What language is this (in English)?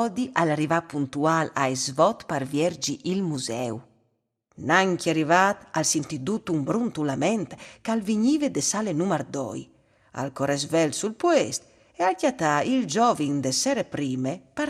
Friulian